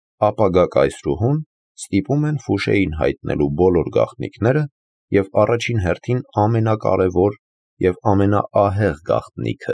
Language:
Armenian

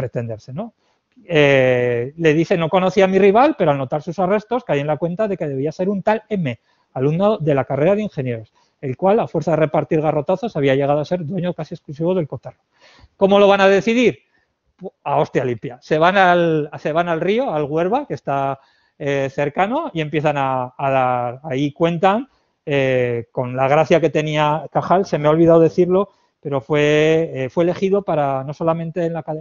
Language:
Spanish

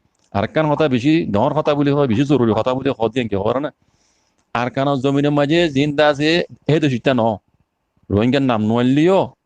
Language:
Rohingya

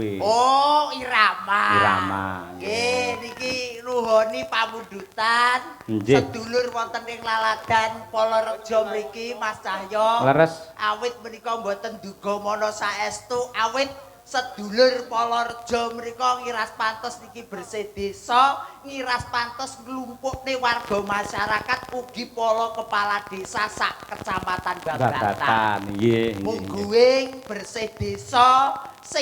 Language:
Javanese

